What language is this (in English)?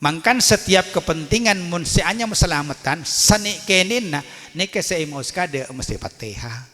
Madurese